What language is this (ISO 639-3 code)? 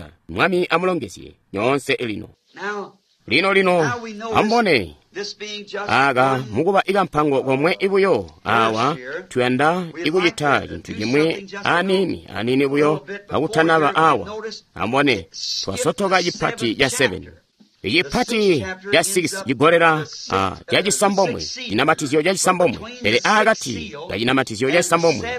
toi